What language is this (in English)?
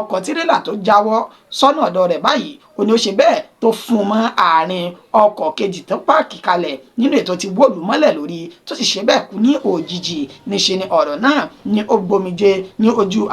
Yoruba